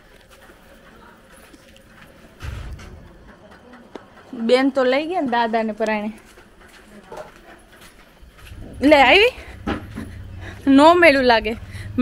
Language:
Gujarati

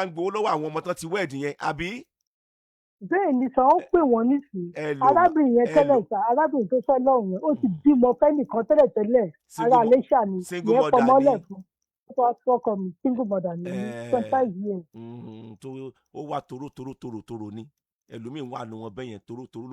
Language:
Yoruba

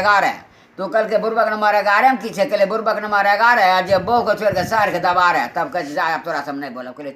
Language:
Maithili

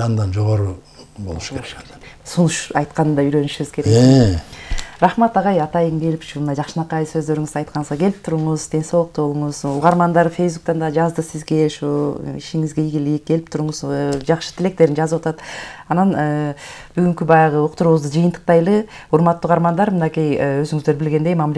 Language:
Kyrgyz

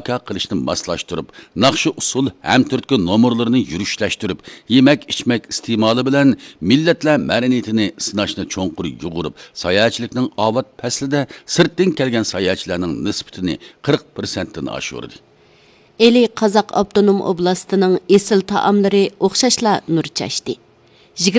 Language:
Uyghur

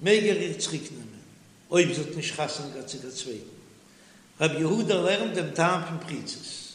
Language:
Yiddish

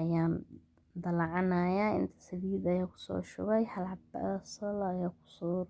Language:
Somali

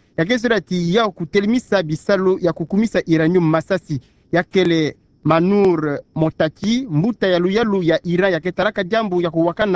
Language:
Kituba (Democratic Republic of Congo)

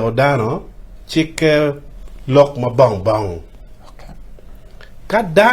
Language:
Acoli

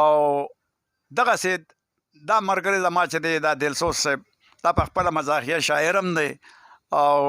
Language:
Pashto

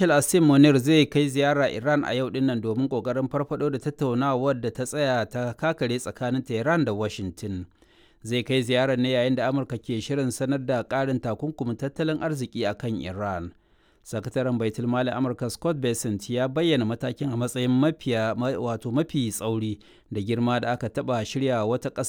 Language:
Hausa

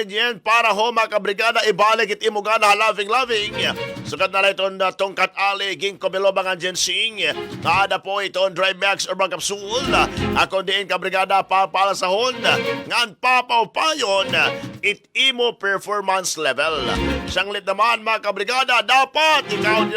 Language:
Waray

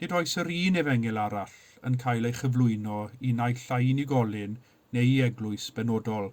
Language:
Welsh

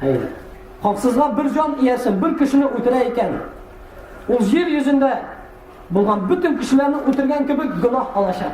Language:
Tatar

